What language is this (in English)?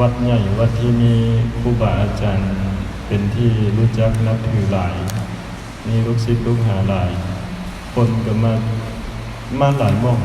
Lao